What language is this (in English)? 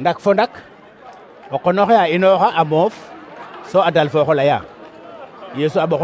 Serer